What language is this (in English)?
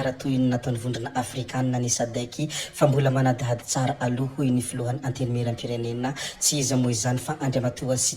Malagasy